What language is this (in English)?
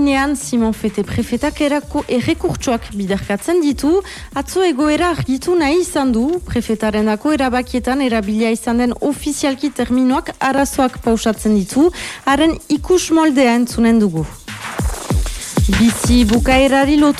Basque